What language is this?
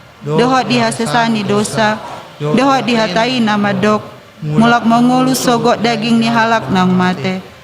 Batak Toba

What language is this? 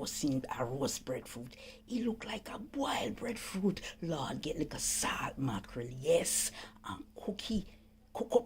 Jamaican Creole English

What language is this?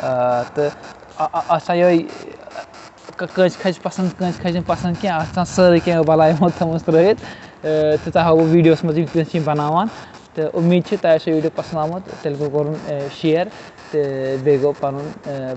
Kashmiri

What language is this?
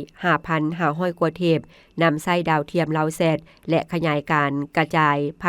Lao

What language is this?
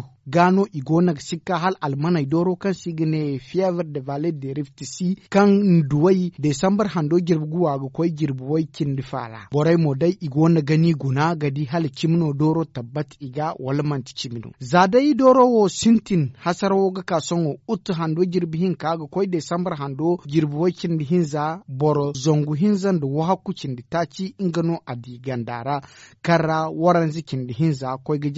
Zarma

